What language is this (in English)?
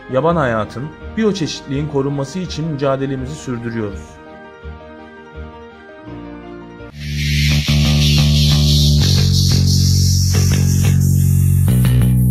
Turkish